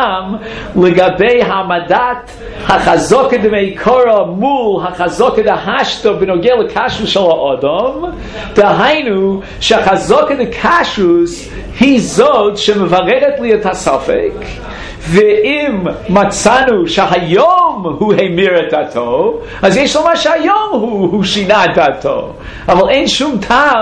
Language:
Hebrew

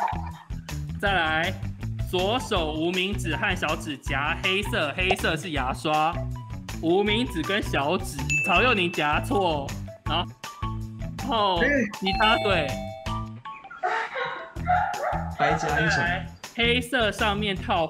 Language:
Chinese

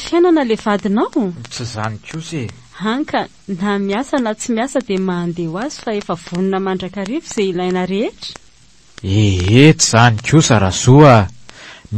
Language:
Malagasy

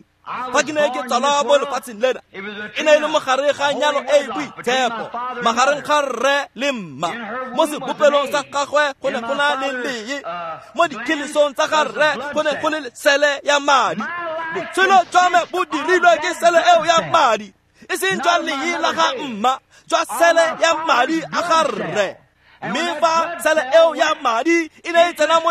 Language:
Tswana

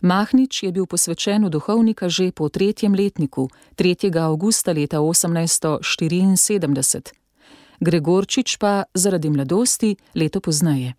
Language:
Slovenian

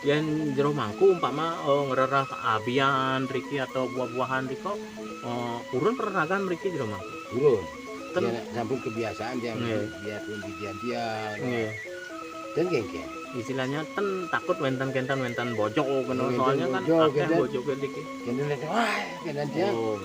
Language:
Balinese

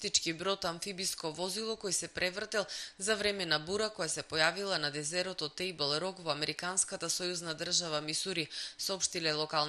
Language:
Macedonian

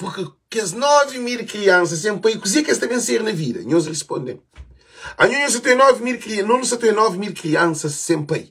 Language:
Kabuverdianu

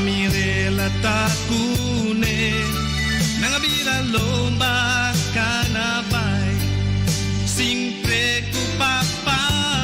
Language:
Papiamento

